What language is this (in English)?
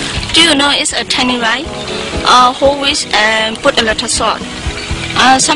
Shan